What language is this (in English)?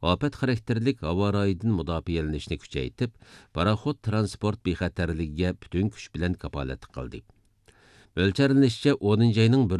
Uyghur